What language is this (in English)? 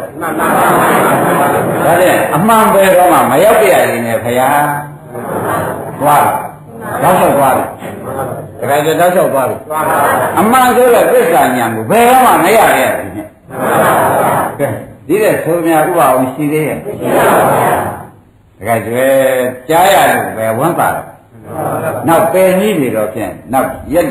Burmese